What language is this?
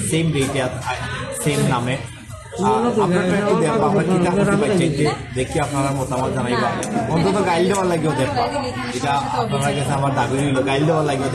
Sylheti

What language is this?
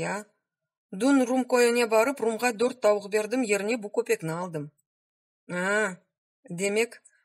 Crimean Tatar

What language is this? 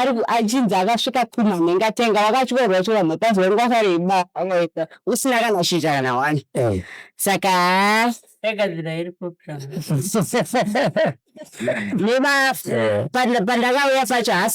Shona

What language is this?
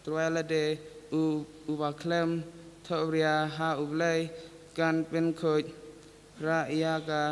Khasi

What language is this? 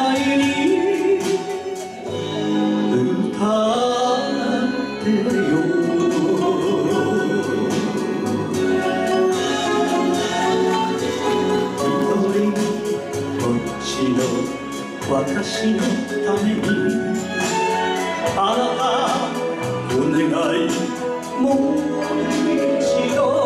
Japanese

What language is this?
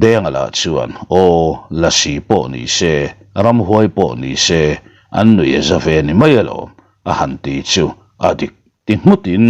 Mizo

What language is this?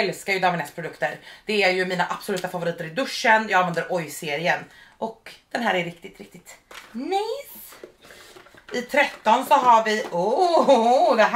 Swedish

